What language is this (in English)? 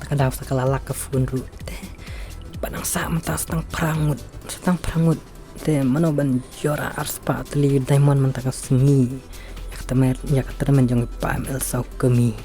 Khasi